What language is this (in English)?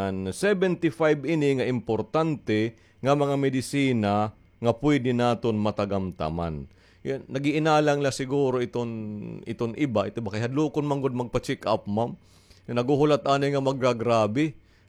Waray